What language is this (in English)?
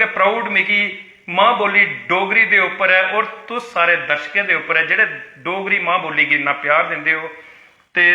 Dogri